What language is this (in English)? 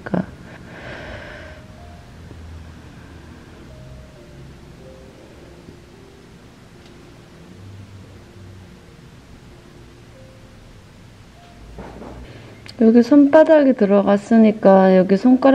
Korean